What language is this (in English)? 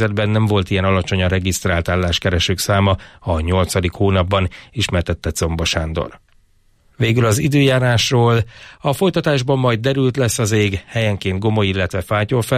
Hungarian